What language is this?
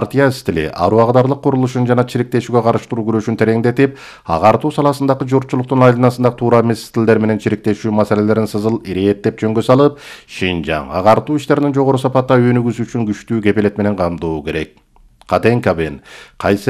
Kyrgyz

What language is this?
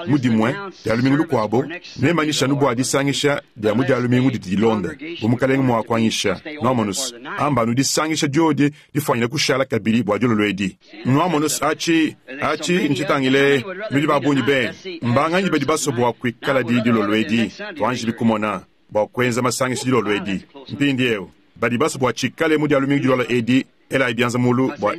Luba-Lulua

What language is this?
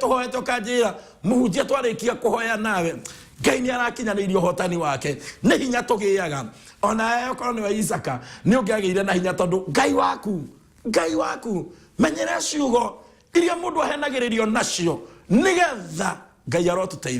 Kikuyu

